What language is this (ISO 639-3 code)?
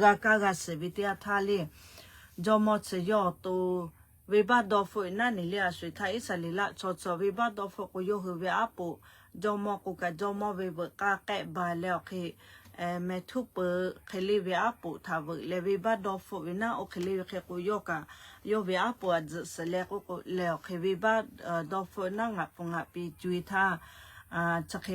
lhu